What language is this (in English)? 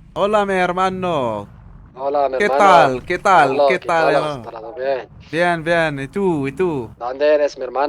Moroccan Arabic